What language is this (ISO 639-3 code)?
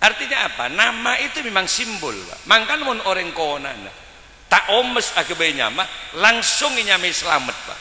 mad